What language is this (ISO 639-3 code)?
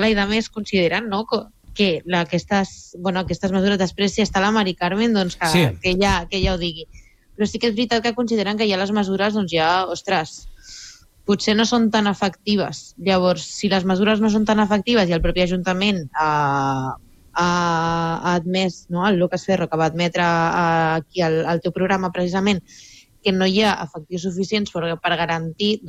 cat